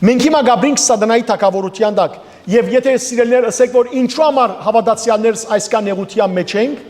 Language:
Western Armenian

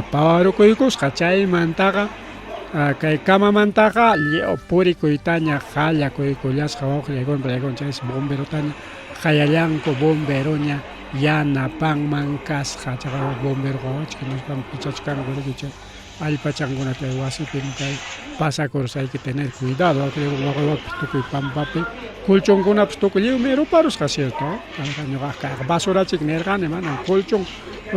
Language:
Ayacucho Quechua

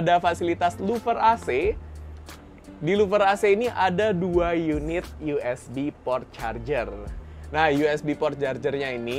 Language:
Indonesian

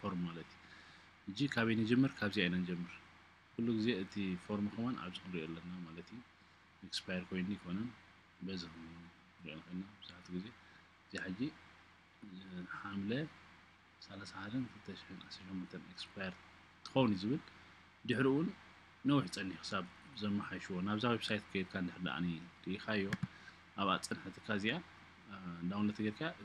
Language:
Tigrinya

